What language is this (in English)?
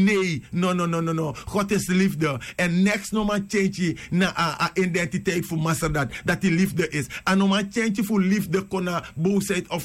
Sranan Tongo